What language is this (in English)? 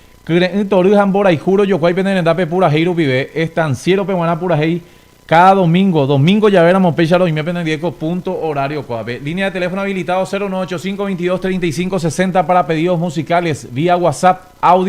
Guarani